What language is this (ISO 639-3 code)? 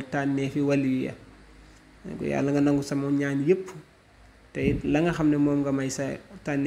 wol